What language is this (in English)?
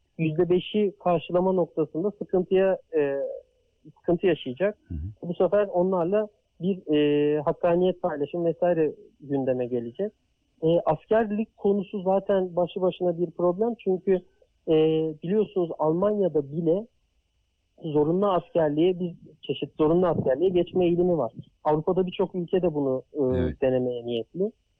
Turkish